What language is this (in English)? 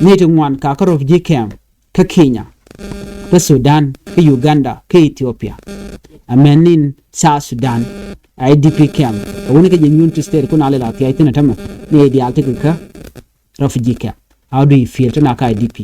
Nuer